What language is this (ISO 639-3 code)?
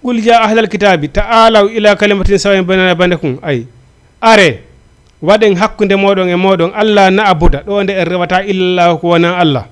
ful